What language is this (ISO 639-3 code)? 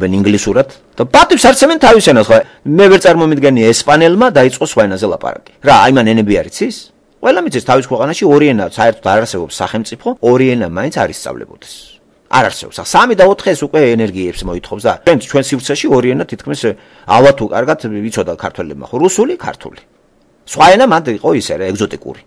kat